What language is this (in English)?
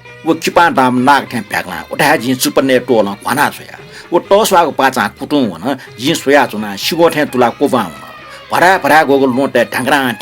Newari